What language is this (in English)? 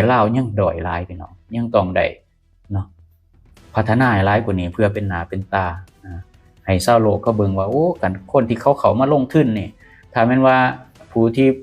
Lao